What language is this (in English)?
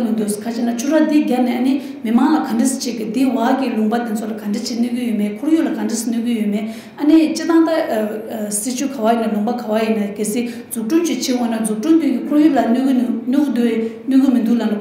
Tibetan